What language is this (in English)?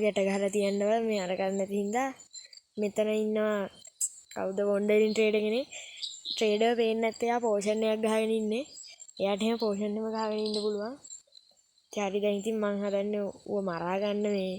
Sinhala